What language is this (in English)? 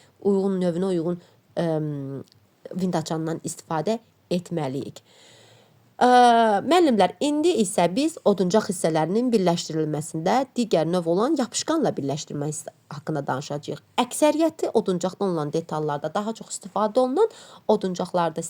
Azerbaijani